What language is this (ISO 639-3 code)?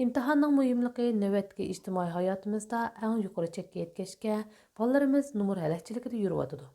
uig